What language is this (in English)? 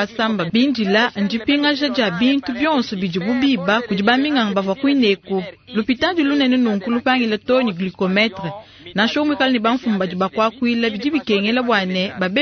Luba-Lulua